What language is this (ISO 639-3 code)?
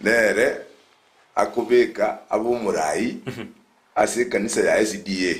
guz